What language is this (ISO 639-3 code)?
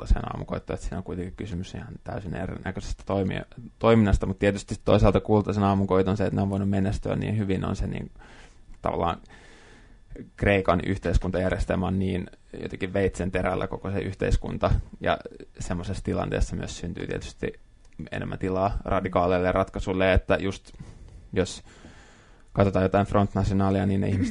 fin